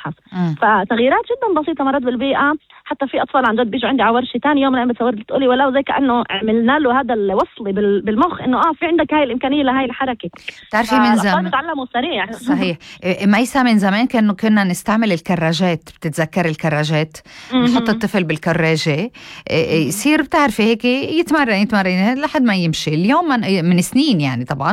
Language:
North Levantine Arabic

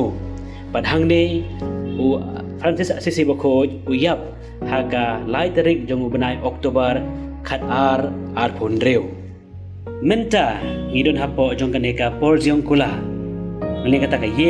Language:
Khasi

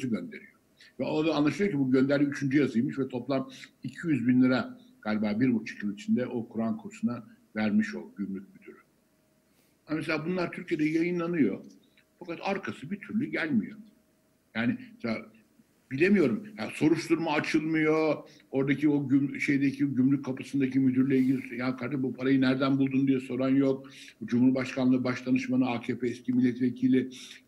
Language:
Turkish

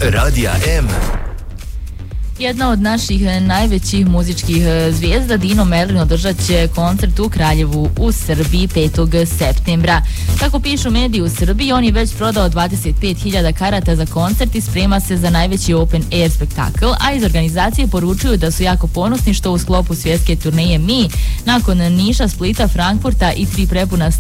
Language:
Bosnian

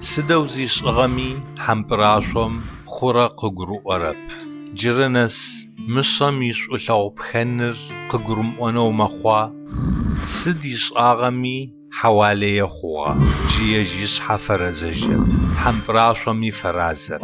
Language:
Adyghe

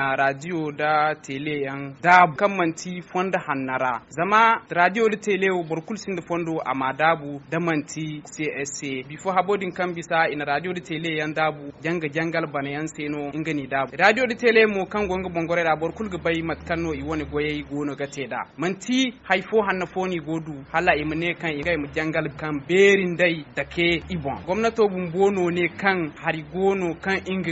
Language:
Zarma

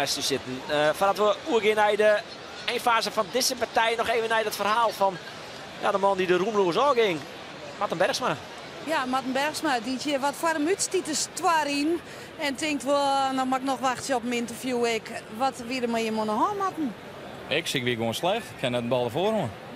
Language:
Western Frisian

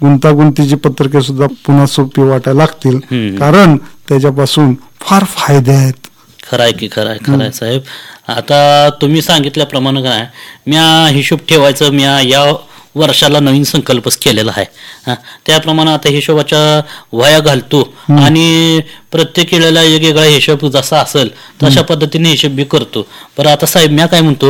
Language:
Marathi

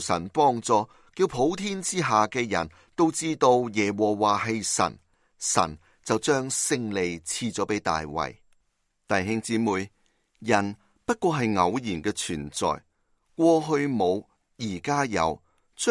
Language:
Cantonese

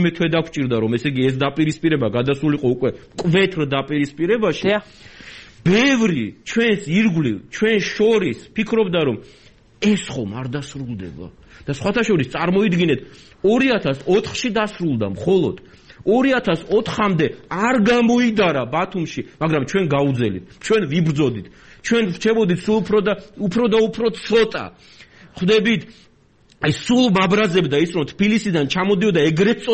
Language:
Georgian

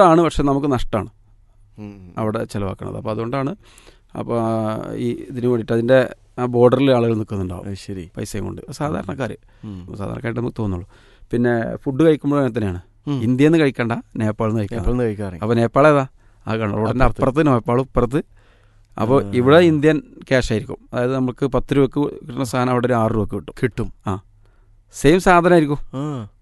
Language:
Malayalam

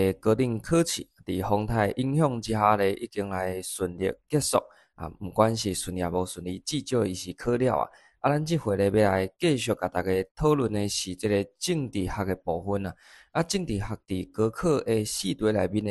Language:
Min Nan Chinese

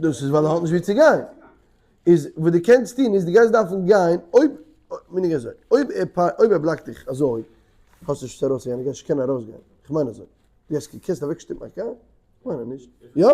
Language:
Yiddish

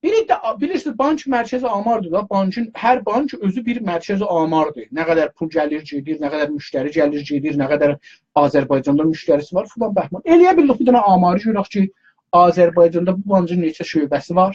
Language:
South Azerbaijani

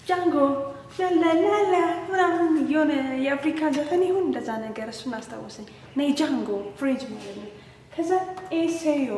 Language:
Amharic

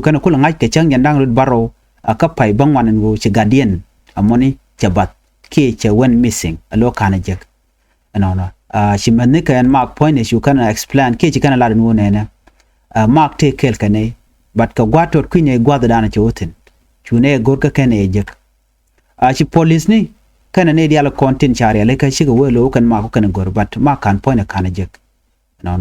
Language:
Nuer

